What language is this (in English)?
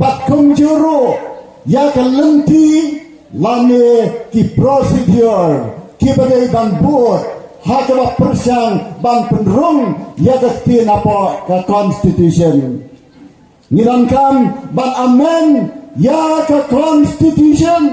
Khasi